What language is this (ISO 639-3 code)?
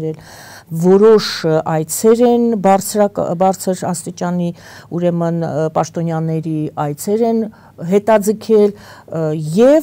hye